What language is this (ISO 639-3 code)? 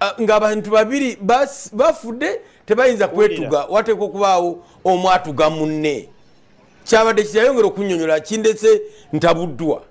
lug